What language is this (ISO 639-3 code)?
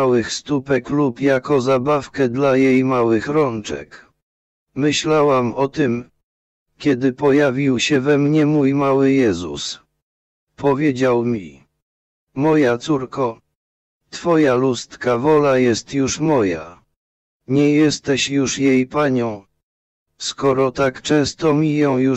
pol